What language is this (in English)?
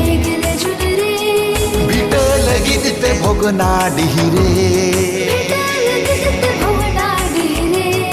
Santali